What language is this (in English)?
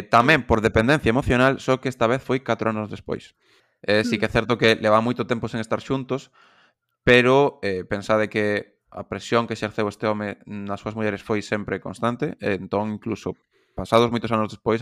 Galician